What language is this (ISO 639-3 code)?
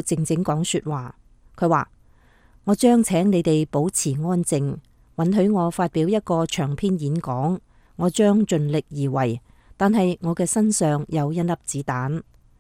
yue